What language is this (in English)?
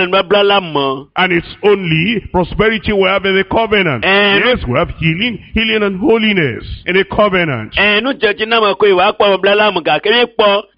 Ewe